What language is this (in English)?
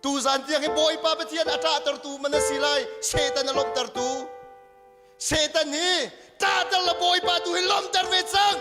Hakha Chin